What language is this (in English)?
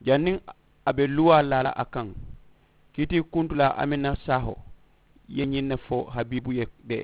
Mandingo